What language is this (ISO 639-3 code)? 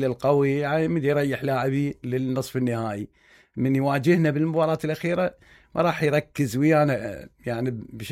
acm